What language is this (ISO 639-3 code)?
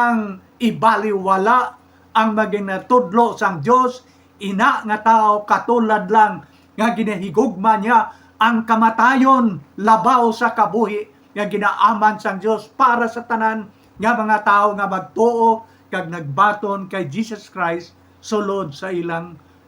hil